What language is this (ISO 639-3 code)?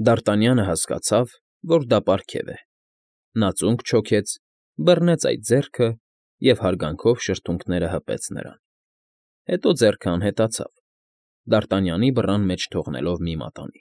hye